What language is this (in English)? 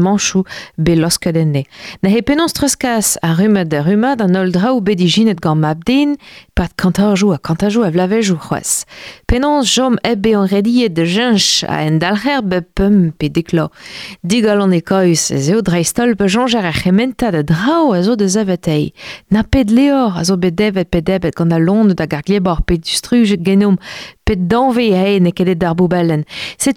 Breton